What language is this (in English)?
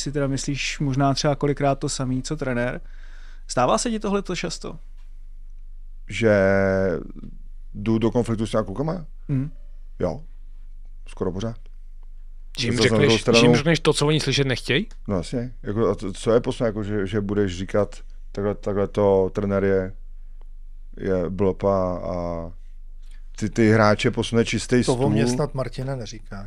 Czech